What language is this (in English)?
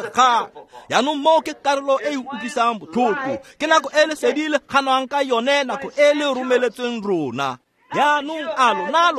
Tswana